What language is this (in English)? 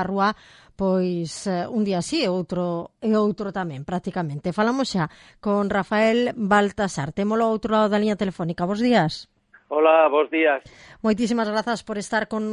Galician